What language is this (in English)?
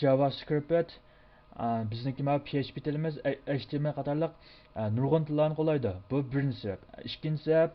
Uyghur